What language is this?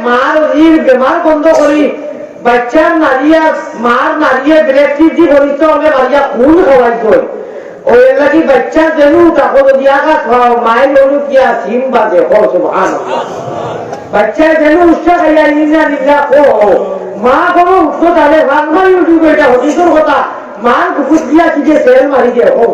Sylheti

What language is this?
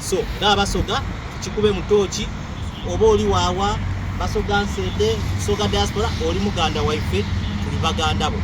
Soga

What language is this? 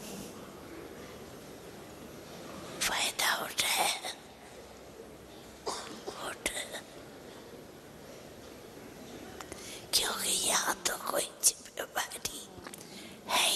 Hindi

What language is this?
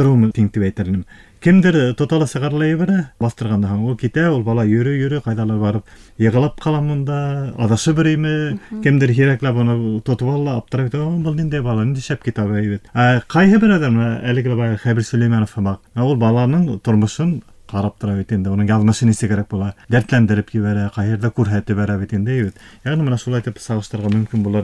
Bashkir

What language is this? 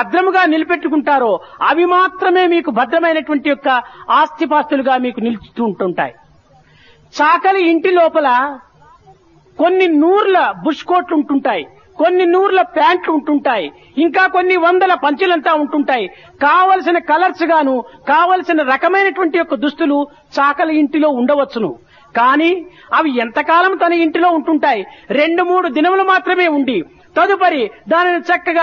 Telugu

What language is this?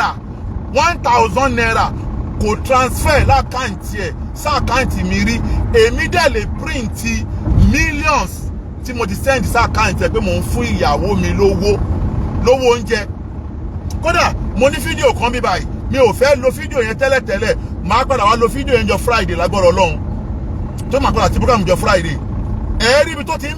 Yoruba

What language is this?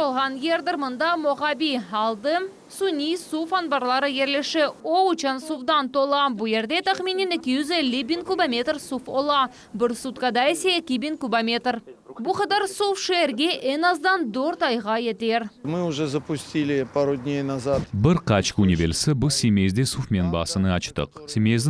Crimean Tatar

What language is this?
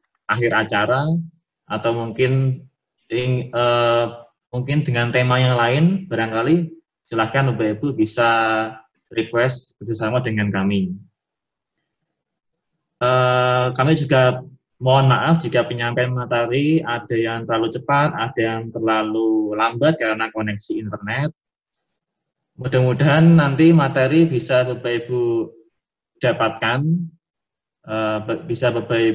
Indonesian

